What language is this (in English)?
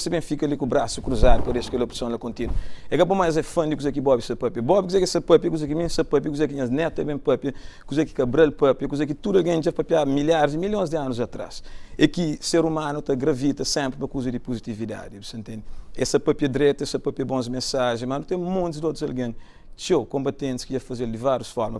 Kabuverdianu